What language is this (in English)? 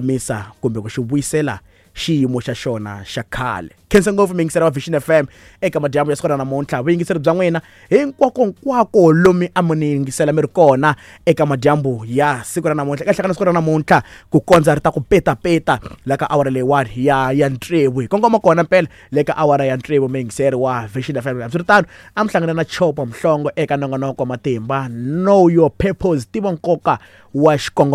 Tsonga